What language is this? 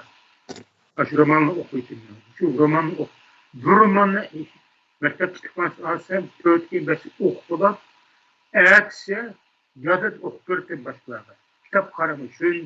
Uyghur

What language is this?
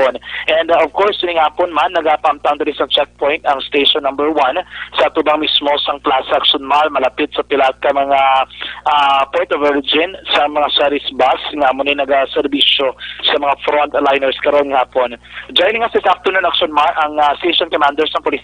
Hiligaynon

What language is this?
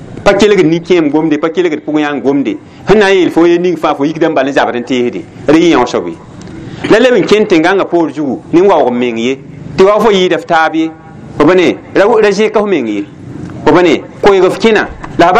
Mossi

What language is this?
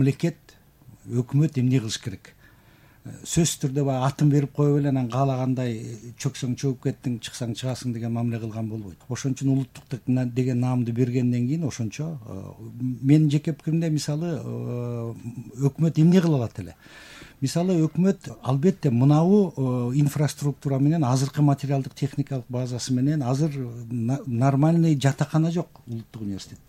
Kyrgyz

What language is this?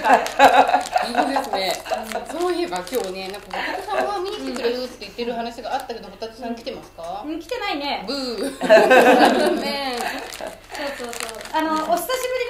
Japanese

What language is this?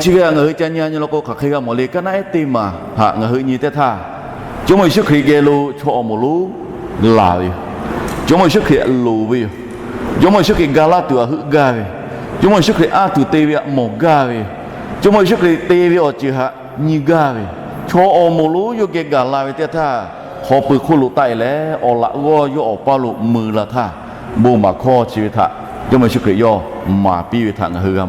Lahu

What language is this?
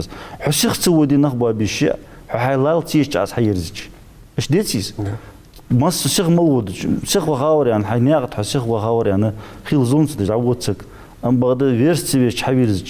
Ingush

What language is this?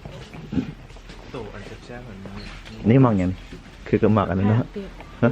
Lao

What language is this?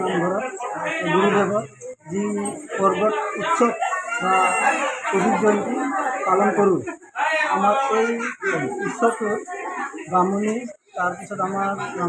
Assamese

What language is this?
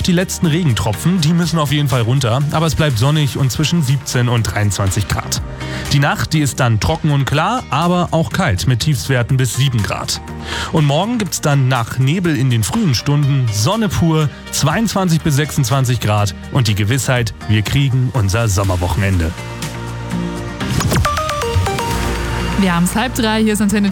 German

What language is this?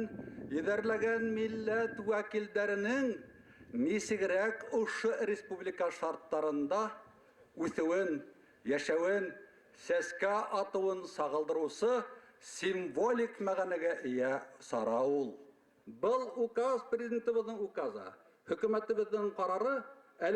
Bashkir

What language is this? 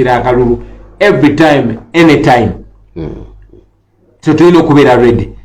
Ganda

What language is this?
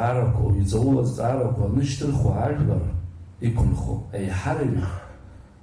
Abkhazian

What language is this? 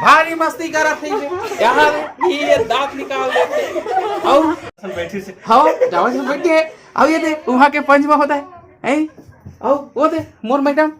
Chhattisgarhi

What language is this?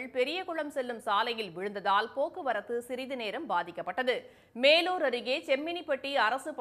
Tamil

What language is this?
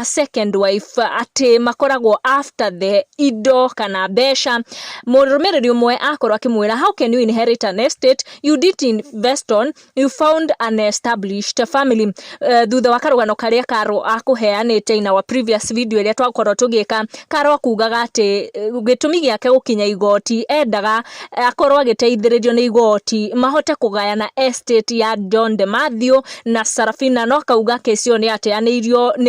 Kikuyu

